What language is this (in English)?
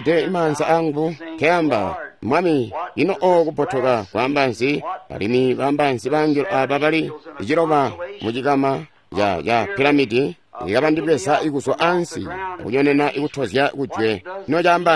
Tonga (Zambia)